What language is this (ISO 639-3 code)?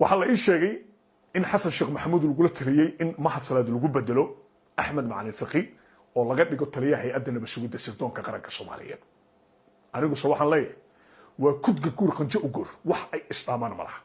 som